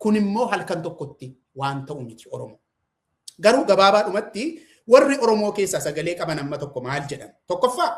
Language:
Oromo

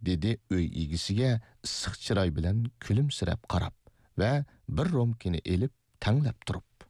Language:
Uyghur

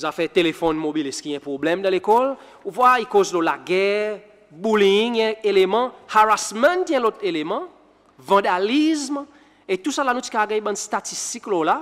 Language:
Seselwa Creole French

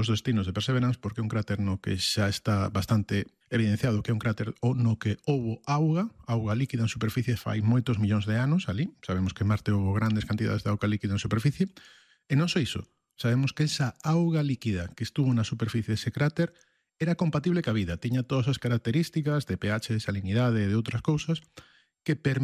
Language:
Galician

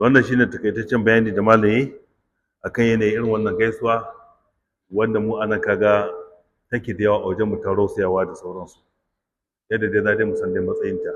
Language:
Hausa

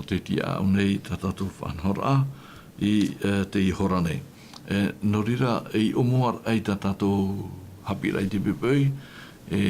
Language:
Tahitian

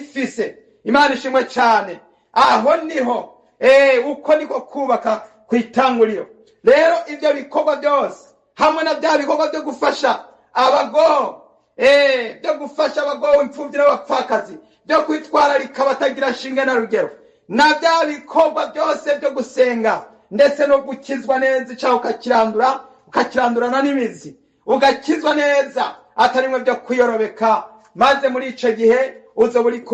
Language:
Rundi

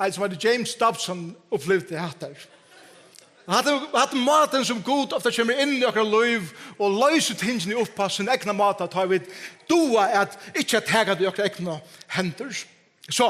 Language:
Faroese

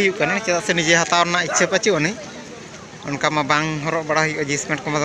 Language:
Santali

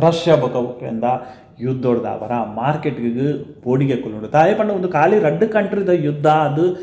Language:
Tulu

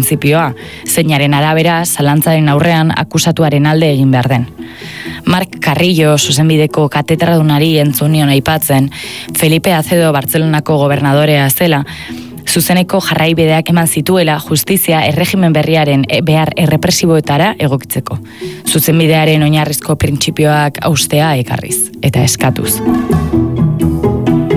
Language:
Basque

